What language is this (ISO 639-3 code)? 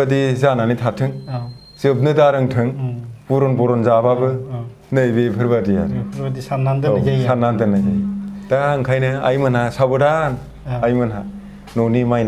brx